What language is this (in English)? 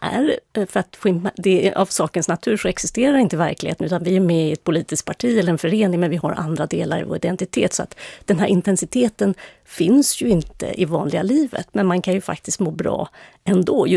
Swedish